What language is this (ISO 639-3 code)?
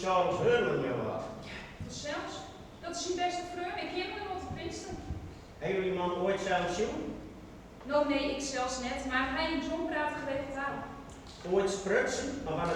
fry